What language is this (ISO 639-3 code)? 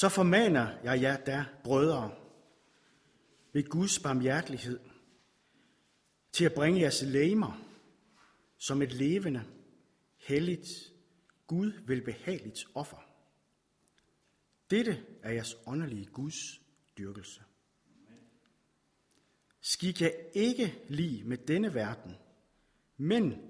dan